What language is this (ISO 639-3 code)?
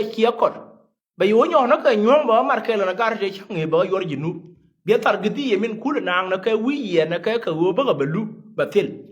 nus